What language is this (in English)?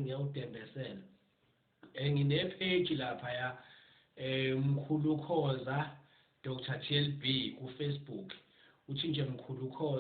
Zulu